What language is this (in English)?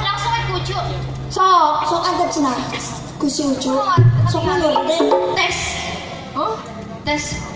Sundanese